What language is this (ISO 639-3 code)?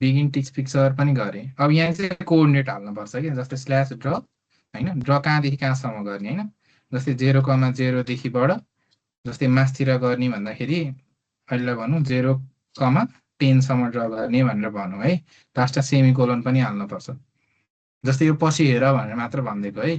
nep